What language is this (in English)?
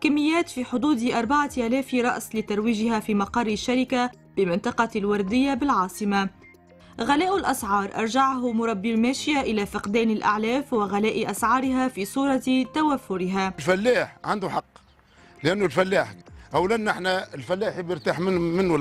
Tunisian Arabic